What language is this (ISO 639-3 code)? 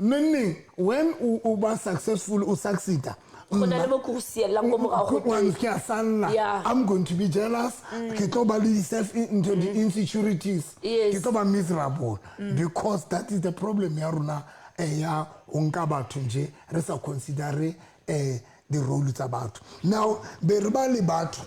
sot